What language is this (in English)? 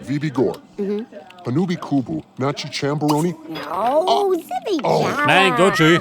Bavarian